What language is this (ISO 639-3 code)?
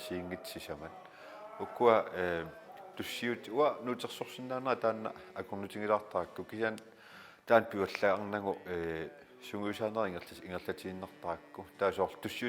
kal